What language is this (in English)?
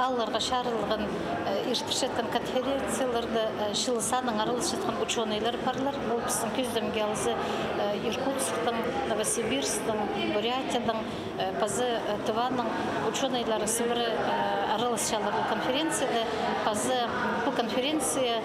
Khakas